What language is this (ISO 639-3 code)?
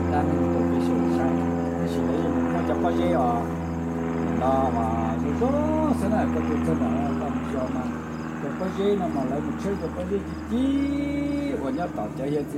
hmn